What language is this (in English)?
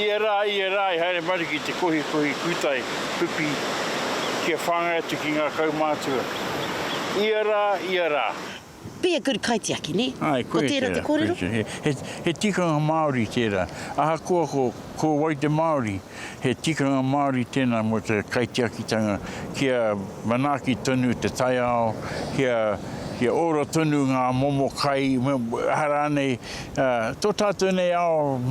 Māori